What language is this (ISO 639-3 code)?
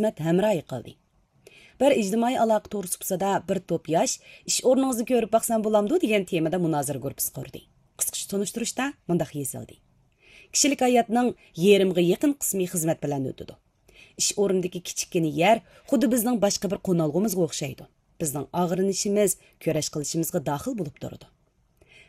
uig